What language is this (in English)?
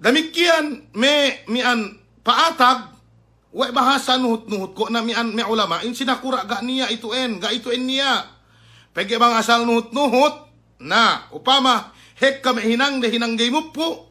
Yakan